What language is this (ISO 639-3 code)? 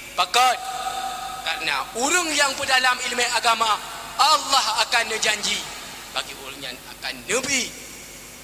ace